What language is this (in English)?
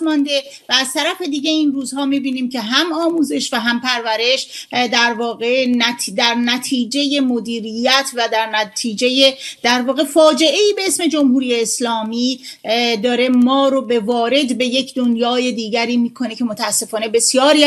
Persian